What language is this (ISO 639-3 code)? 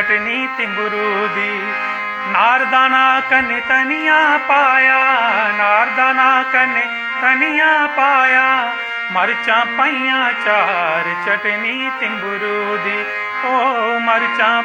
doi